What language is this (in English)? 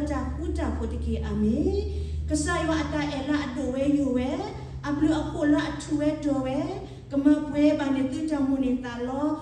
S'gaw Karen